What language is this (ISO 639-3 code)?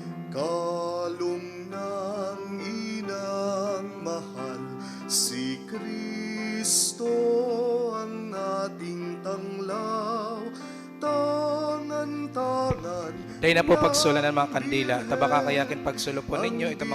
bik